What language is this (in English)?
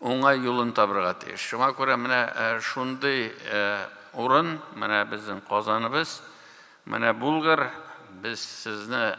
Tatar